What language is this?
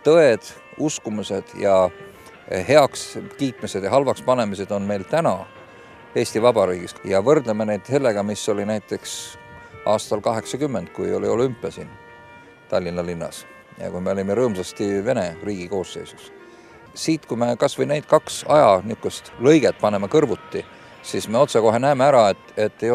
Estonian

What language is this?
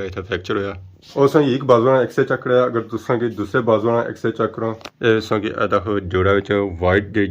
Pahari-Potwari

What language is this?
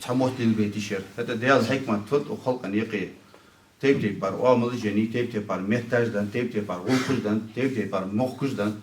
Ingush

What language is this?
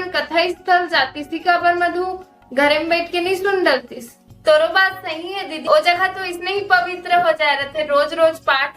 Chhattisgarhi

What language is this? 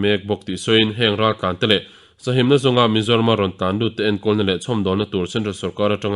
Mizo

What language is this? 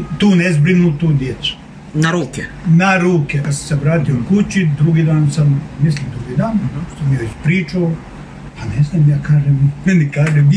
Serbian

